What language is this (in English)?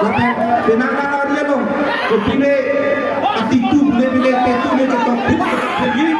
Karbi